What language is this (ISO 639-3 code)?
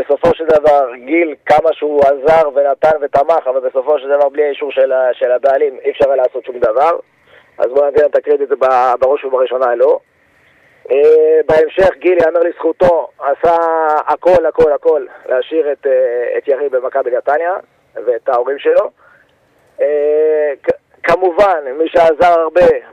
heb